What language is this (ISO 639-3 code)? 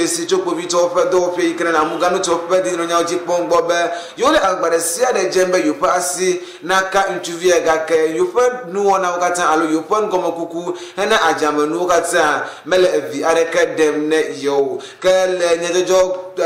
ewe